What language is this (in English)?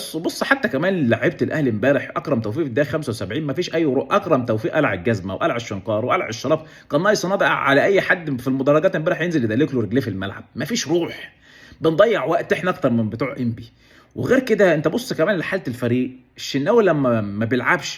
Egyptian Arabic